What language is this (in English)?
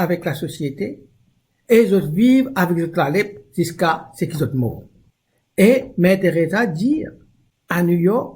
Morisyen